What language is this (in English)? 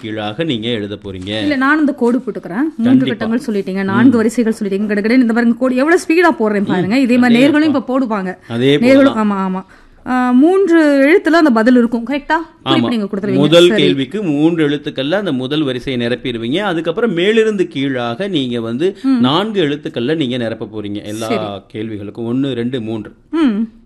Tamil